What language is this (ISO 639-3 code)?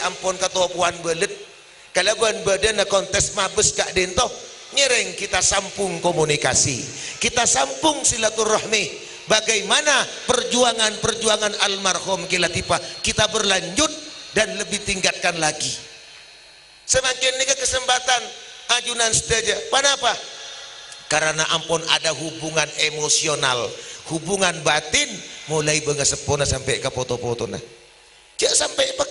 mad